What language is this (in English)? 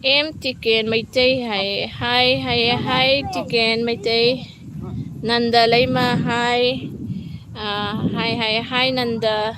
Manipuri